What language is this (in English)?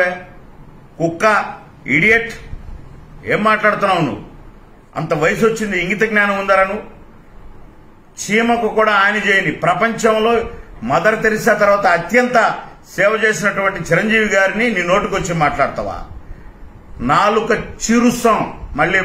Telugu